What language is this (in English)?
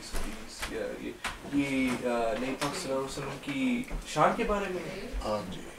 Urdu